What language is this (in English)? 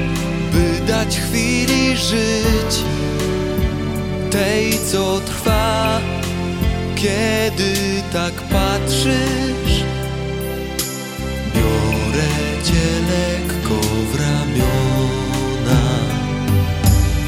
Polish